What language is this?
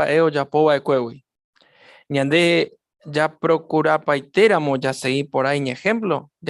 Guarani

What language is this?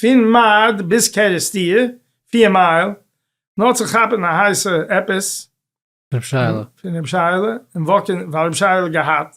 Yiddish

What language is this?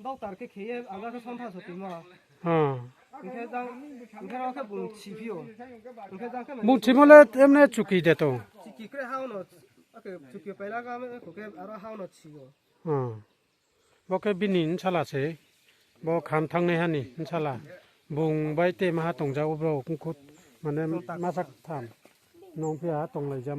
Riang (India)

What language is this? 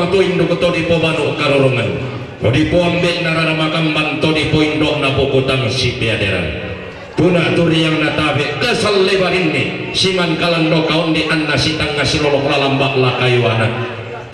Toraja-Sa'dan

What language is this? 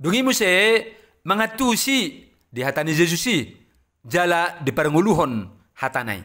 Batak Toba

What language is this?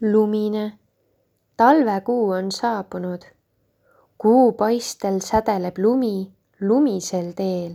Estonian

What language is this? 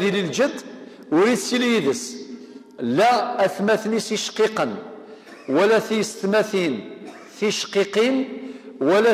Kabyle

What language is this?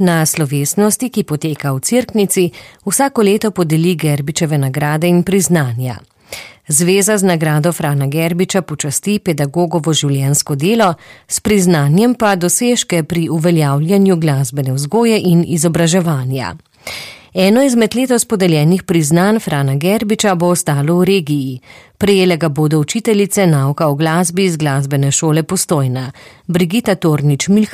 Slovenian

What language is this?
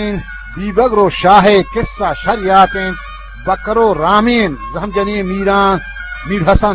Eastern Balochi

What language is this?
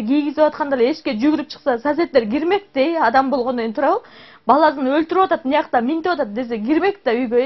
Kyrgyz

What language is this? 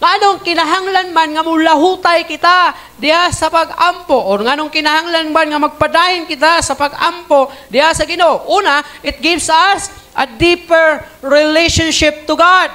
Cebuano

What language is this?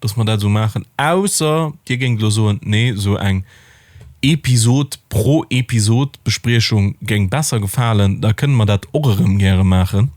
Luxembourgish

